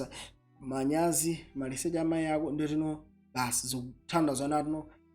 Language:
Nyanja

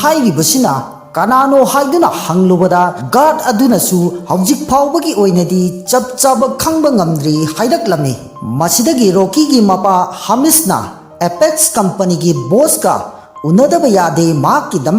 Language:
Manipuri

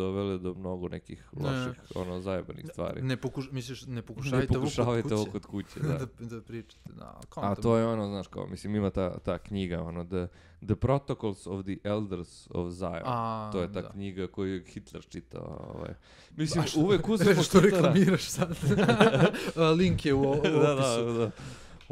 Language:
Serbian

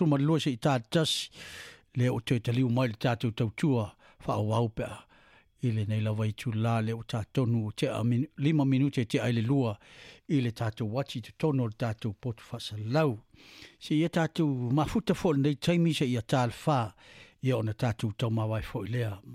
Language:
Samoan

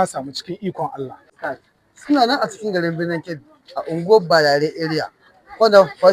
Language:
Hausa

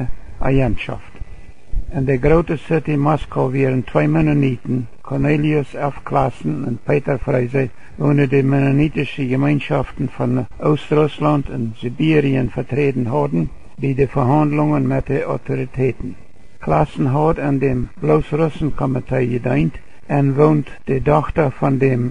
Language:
Plautdietsch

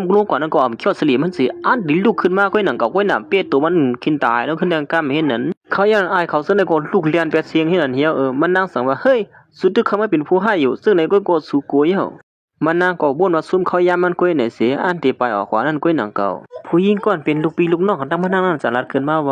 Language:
Shan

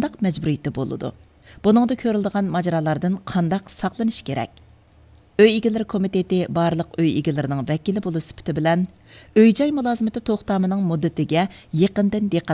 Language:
Uyghur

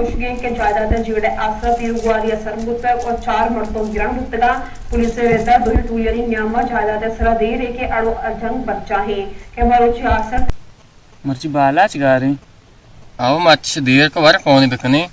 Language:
Baluchi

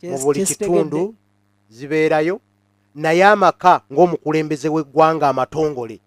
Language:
Ganda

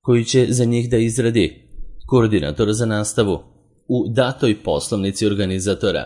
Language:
Serbian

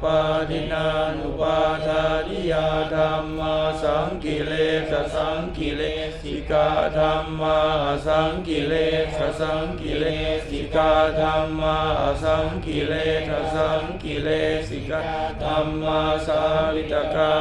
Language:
Pali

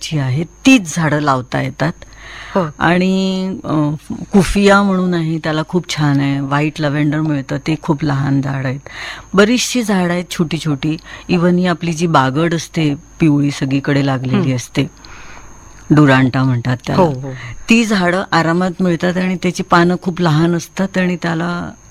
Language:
Marathi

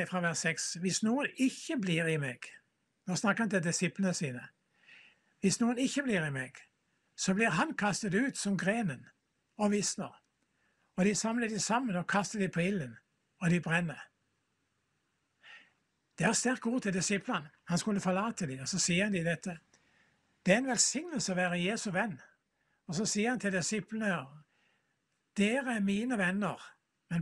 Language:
Norwegian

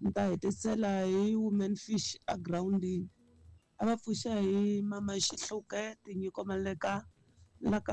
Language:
Tsonga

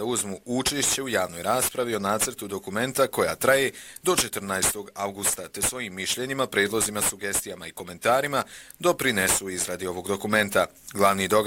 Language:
Bosnian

